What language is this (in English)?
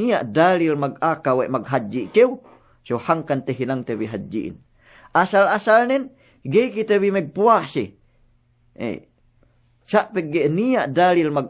Yakan